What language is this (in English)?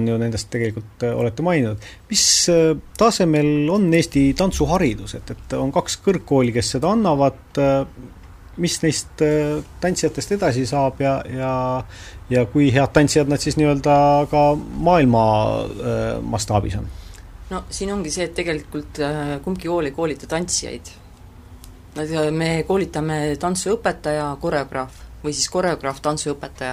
Estonian